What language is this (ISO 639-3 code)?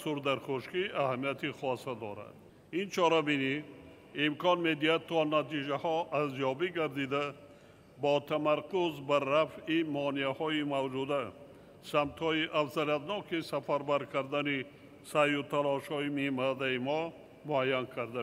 tgk